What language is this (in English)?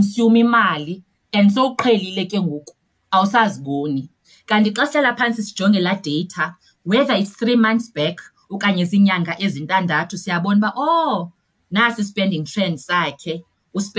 Xhosa